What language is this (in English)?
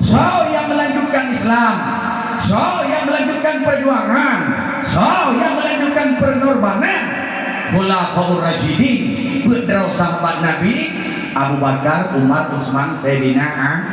Achinese